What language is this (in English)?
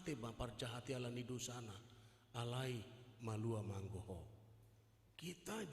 Batak Toba